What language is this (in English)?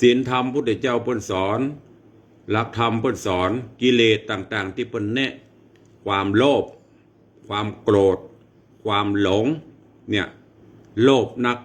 Northern Thai